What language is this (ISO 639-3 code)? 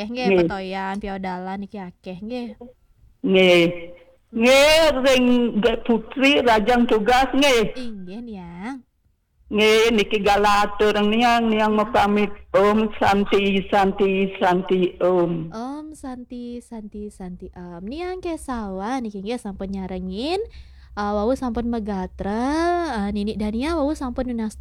ban